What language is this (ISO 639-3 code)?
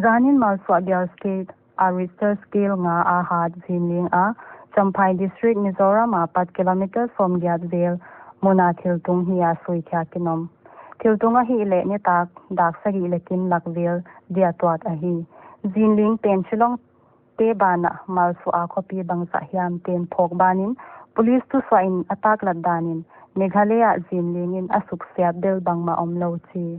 pck